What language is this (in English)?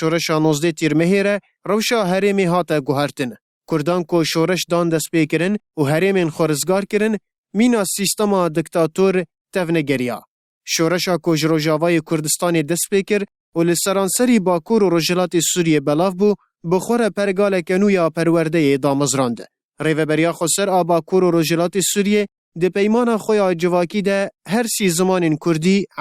Kurdish